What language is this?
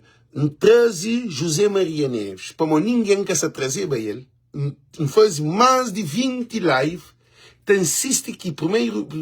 Kabuverdianu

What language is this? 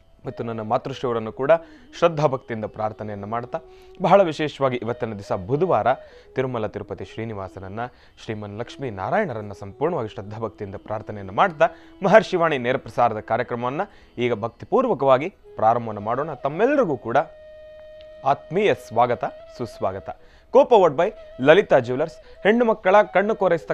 Kannada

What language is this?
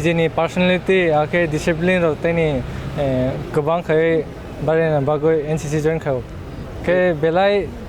Kok Borok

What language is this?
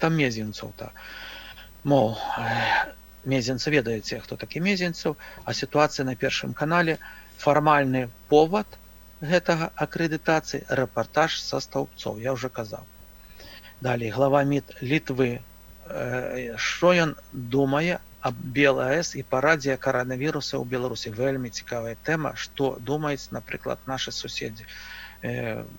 Belarusian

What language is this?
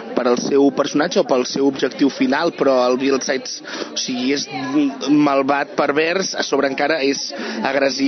Catalan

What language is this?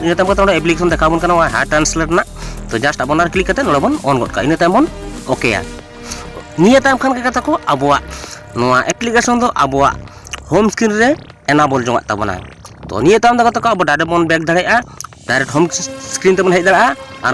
Santali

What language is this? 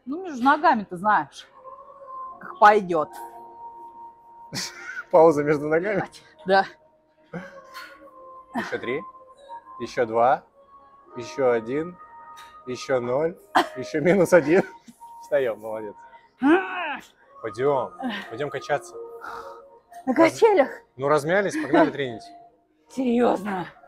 Russian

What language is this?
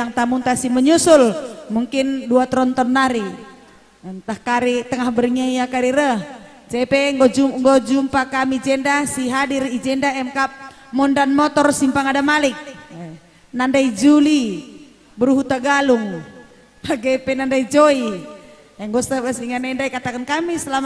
Batak Karo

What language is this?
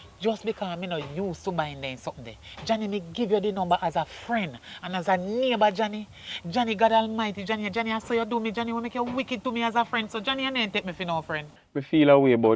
Jamaican Creole English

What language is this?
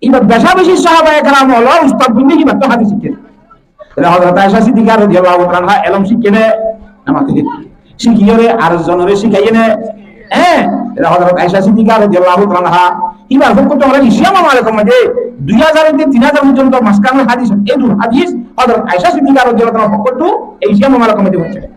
Rohingya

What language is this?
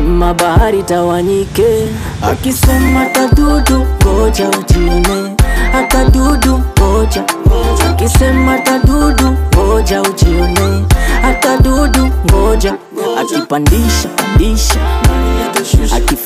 Swahili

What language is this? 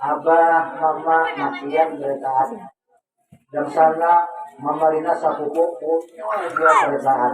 Banjar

